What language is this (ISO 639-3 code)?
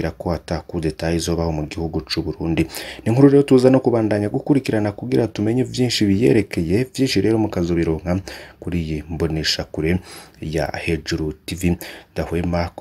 run